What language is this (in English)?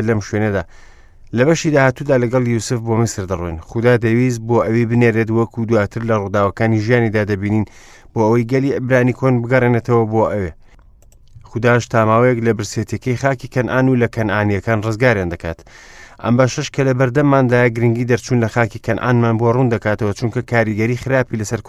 Central Kurdish